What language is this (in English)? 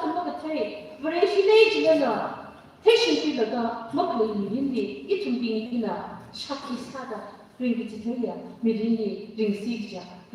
Tangkhul Naga (India)